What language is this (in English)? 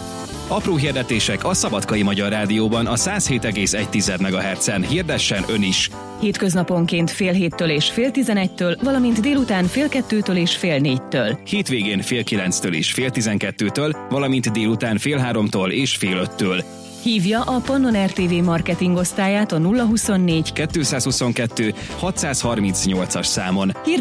Hungarian